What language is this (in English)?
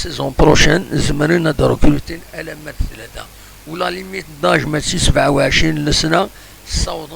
Kabyle